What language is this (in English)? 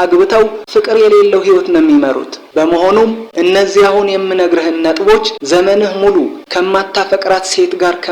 Amharic